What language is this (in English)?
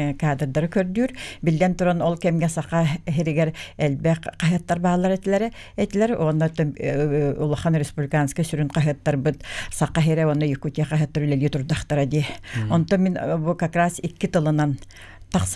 Yakut